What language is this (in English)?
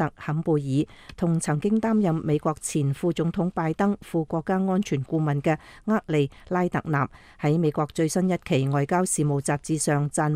Cantonese